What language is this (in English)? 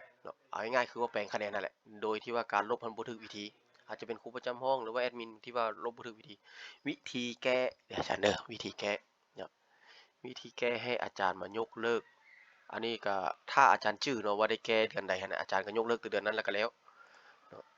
Lao